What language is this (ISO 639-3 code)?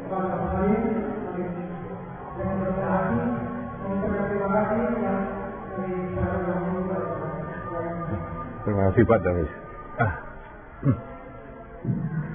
ind